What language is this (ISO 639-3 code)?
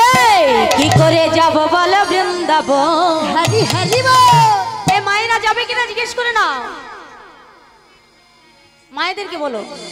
ben